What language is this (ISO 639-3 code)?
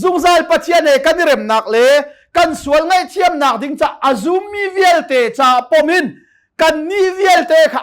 cnh